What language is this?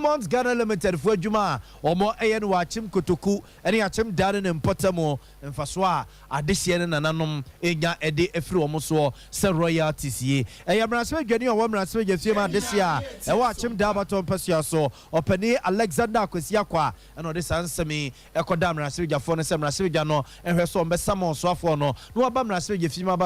Akan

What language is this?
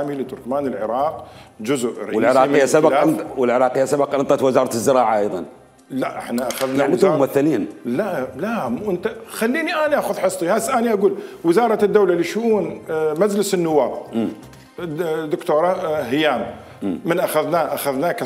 Mesopotamian Arabic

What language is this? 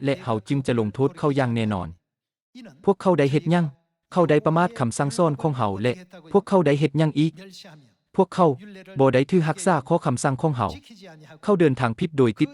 Lao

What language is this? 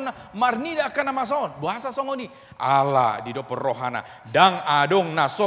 Batak Toba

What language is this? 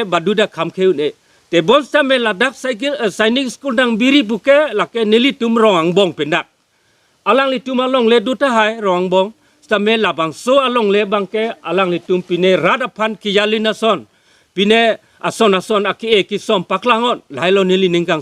Karbi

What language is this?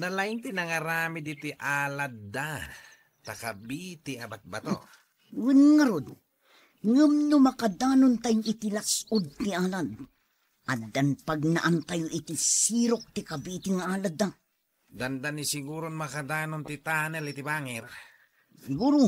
Iloko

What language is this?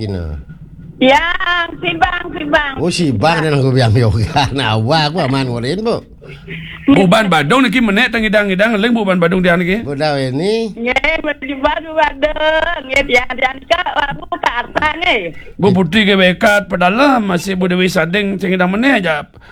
Balinese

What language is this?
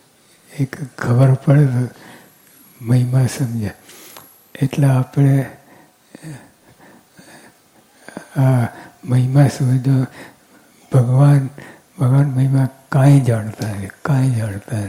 Gujarati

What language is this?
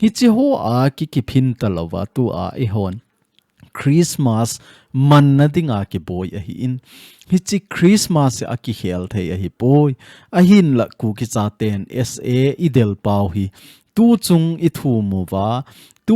Thado Chin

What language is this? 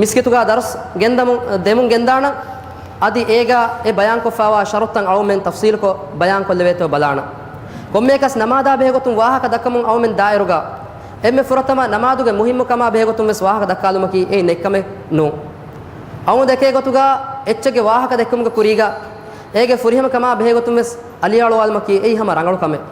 Divehi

